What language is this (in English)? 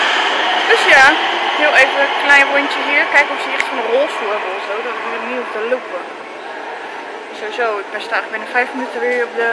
Dutch